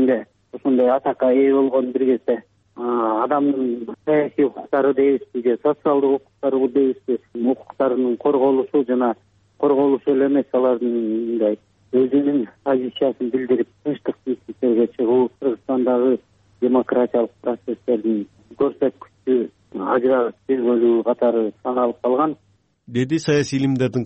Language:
Kyrgyz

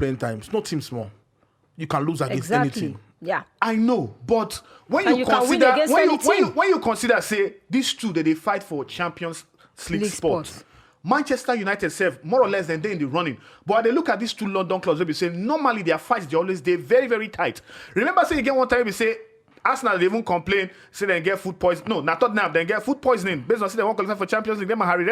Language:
Nigerian Pidgin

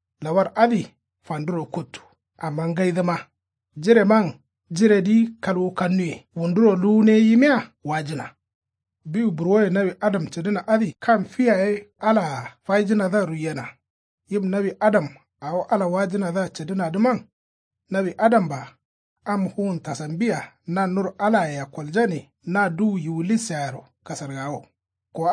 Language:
Kanuri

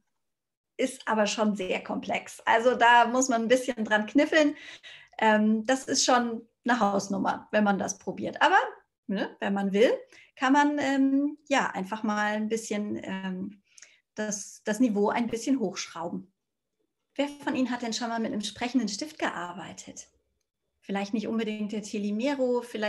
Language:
German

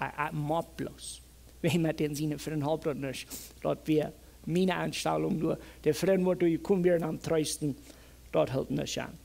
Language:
Plautdietsch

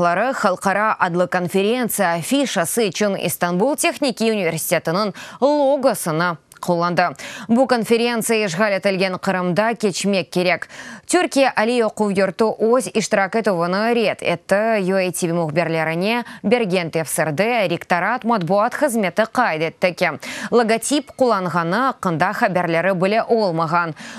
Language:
Crimean Tatar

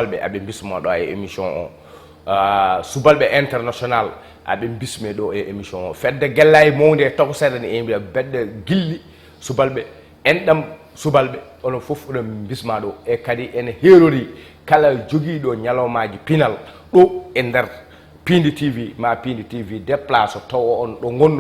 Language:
Fula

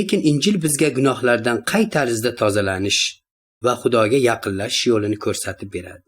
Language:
Uzbek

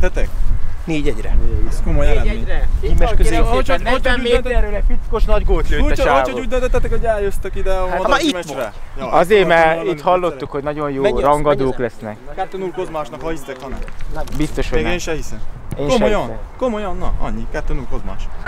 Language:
Hungarian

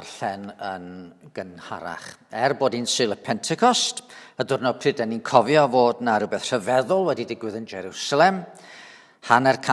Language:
Welsh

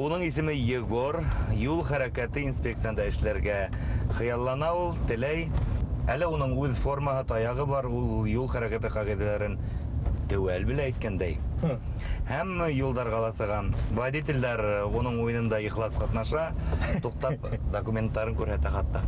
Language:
Bashkir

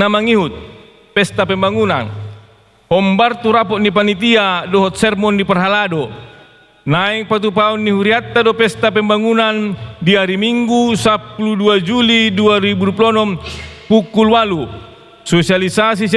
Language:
Batak Toba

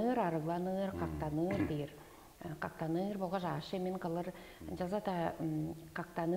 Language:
Tuvinian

